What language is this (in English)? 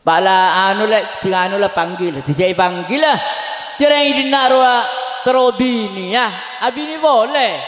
Madurese